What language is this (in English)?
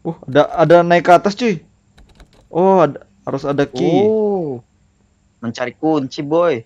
Banjar